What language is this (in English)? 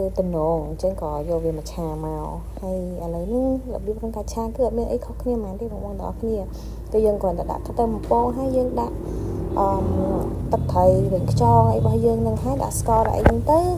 Khmer